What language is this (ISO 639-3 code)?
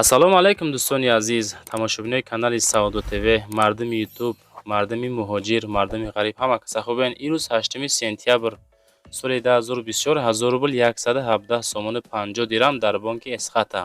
tgk